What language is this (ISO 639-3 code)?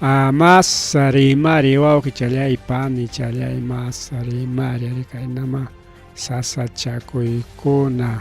quy